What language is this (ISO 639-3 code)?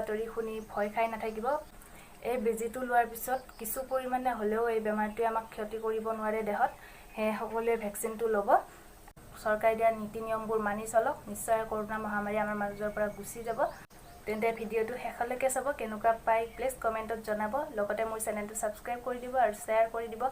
asm